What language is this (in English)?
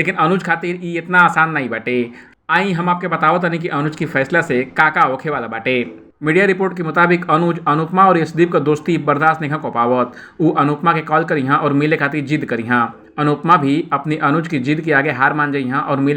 Bhojpuri